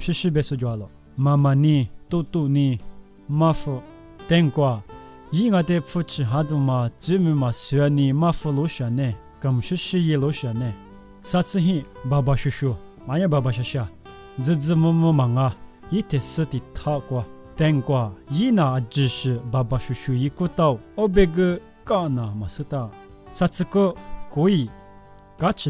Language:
Lisu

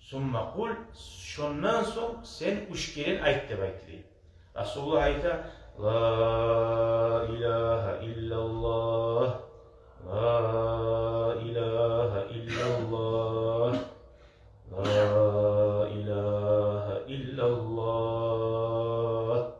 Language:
Kumyk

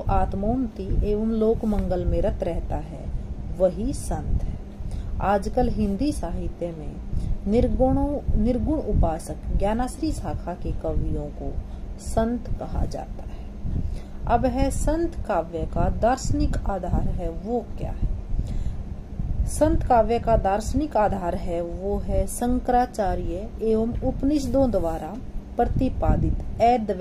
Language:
Hindi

